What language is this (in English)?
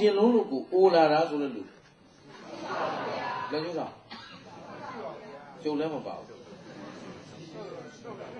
Burmese